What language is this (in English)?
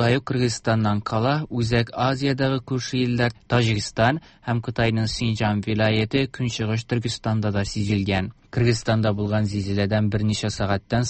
Tatar